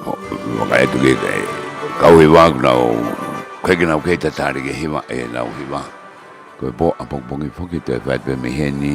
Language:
Tongan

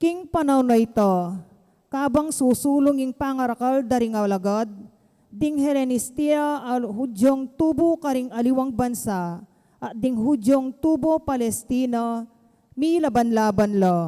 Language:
Pampanga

